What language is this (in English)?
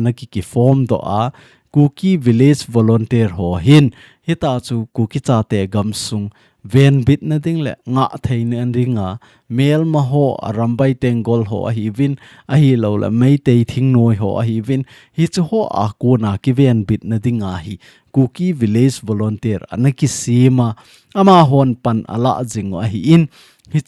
Thado Chin